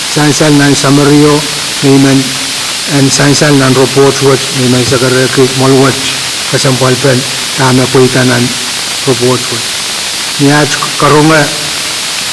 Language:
Pohnpeian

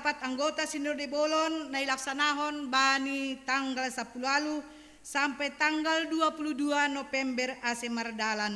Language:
Batak Simalungun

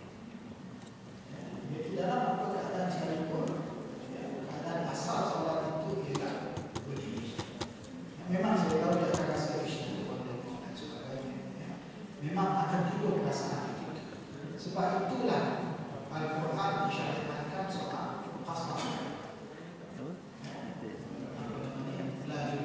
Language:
Malay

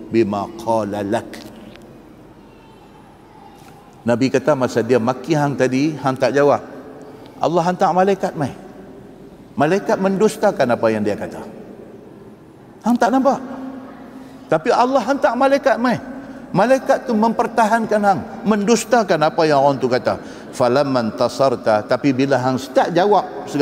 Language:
Malay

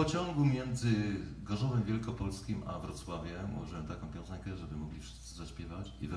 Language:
Polish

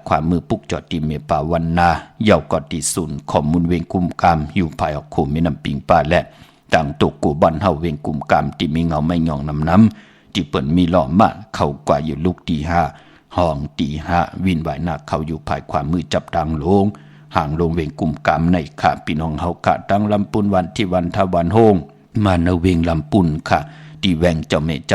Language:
Shan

